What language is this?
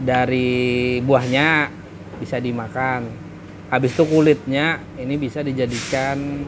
Banjar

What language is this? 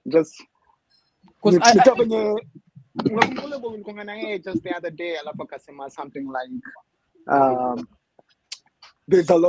Swahili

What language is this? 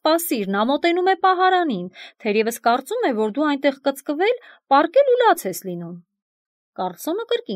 Armenian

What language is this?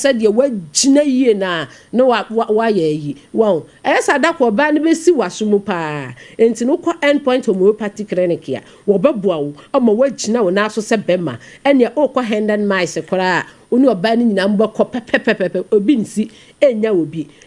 Akan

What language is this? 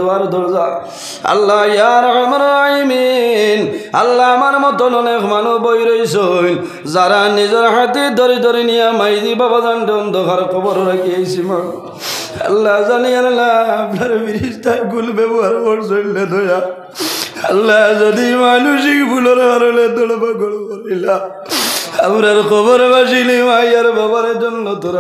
Sylheti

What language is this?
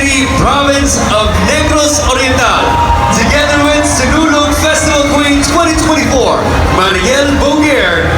Cebuano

